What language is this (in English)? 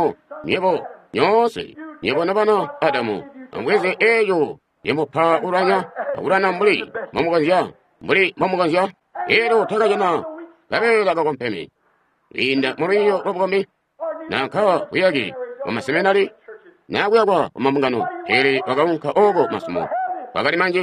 Tonga (Zambia)